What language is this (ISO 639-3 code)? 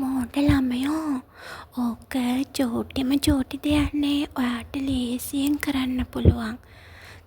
sin